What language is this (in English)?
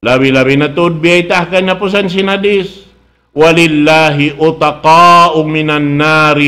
Tausug